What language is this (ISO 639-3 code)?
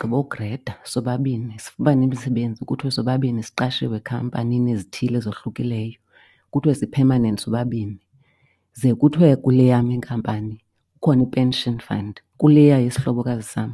xho